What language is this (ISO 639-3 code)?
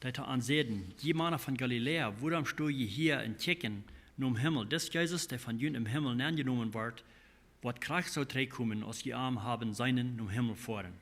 pdt